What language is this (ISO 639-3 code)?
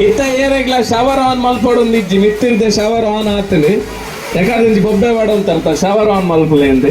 tcy